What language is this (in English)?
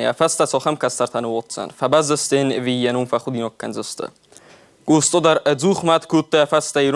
Ossetic